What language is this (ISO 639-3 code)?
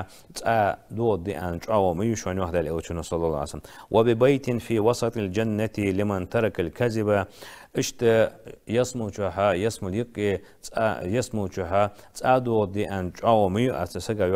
inh